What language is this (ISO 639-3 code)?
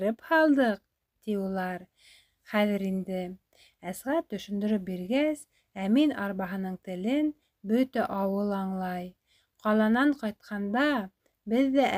bak